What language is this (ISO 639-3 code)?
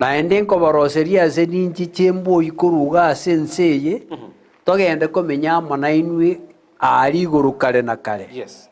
guz